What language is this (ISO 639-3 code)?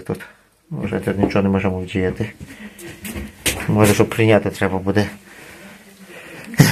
ukr